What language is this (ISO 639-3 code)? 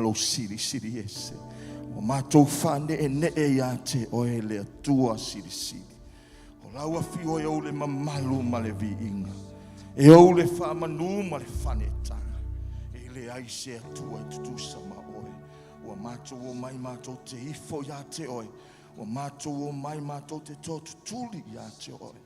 smo